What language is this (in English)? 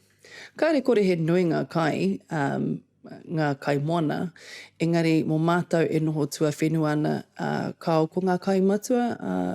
Māori